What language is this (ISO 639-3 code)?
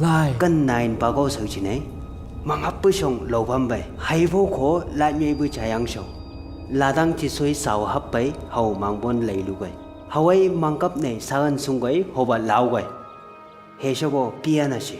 nbc